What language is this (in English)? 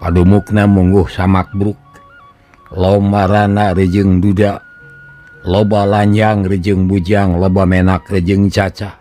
Sundanese